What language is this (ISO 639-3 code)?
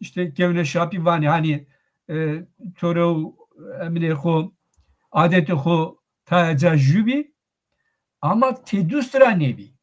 zza